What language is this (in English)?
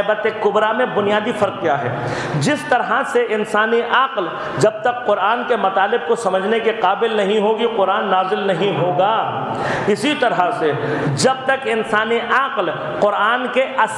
Urdu